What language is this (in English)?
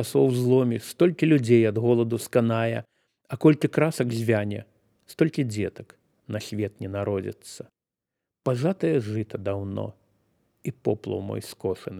Belarusian